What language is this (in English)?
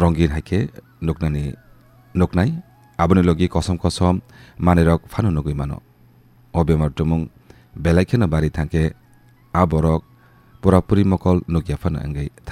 Kok Borok